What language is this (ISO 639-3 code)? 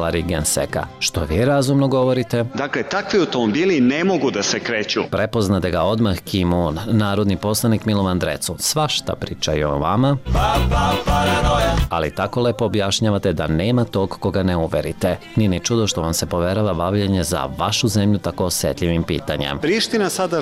srp